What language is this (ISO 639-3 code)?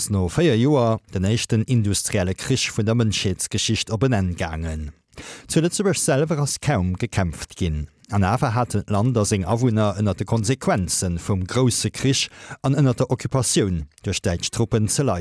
ltz